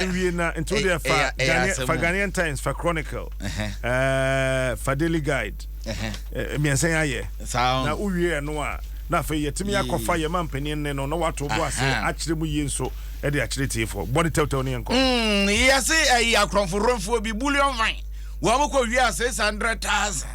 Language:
Akan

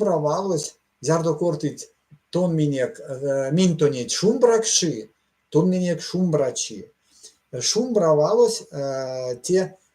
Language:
Erzya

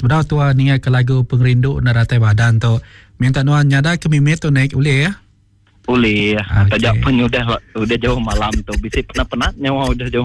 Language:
Iban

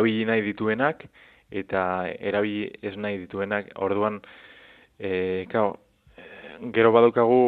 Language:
Basque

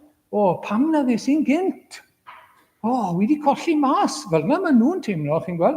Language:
Welsh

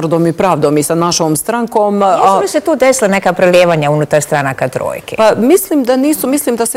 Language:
Bosnian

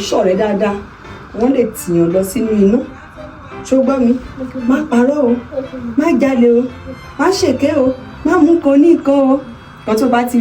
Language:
Yoruba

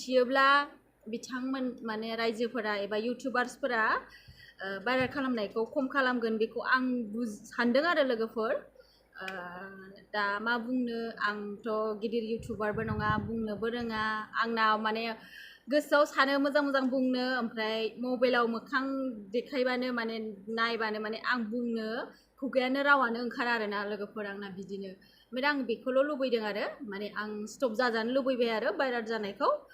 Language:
Bodo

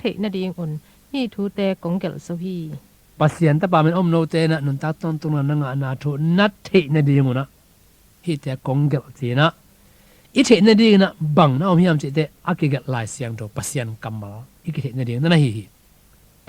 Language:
Tedim Chin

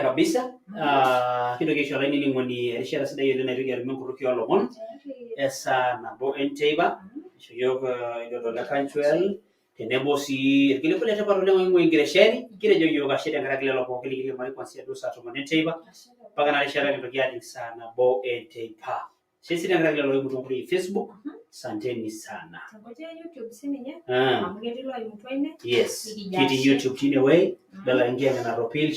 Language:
Masai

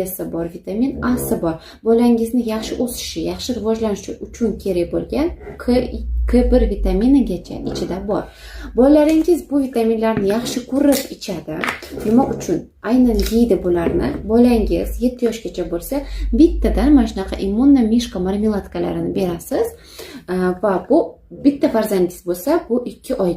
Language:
Uzbek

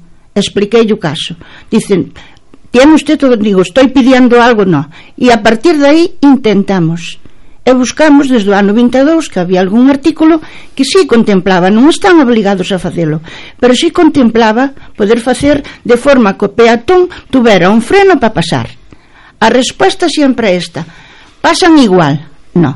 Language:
Galician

